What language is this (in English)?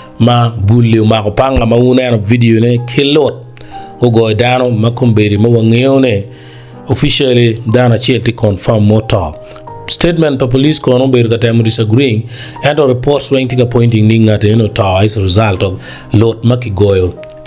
Acoli